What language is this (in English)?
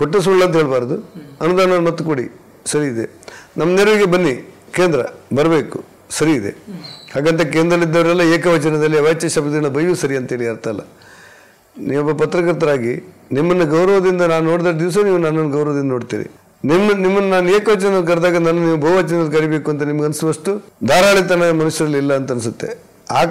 Kannada